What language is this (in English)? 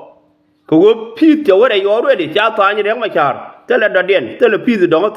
Nuer